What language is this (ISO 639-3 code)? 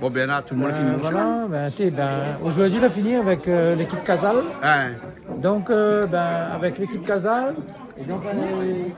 rcf